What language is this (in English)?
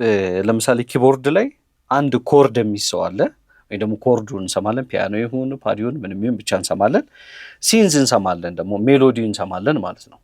Amharic